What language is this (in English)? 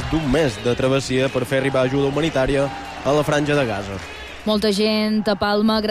Catalan